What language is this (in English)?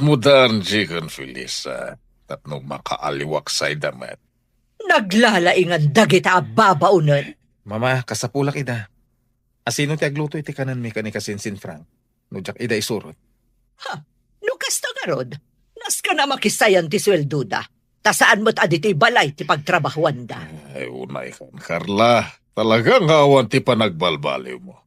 Iloko